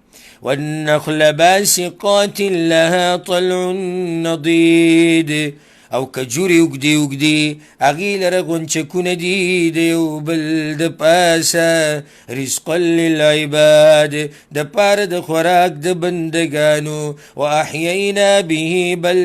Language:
Pashto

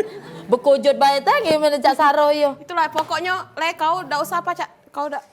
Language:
Musi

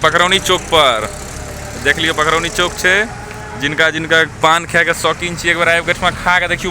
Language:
Maithili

